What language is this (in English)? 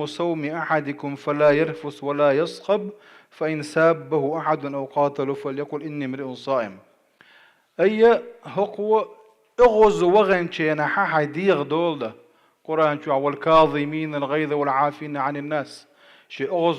Chechen